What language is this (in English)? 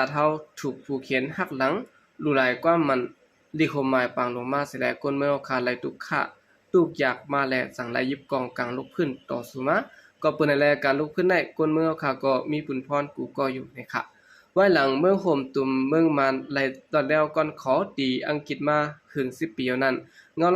Shan